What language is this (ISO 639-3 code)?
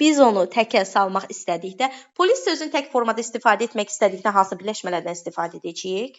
aze